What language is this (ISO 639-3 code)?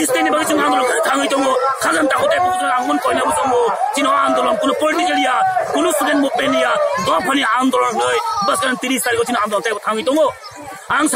trp